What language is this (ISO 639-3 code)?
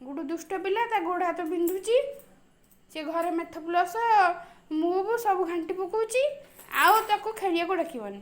ori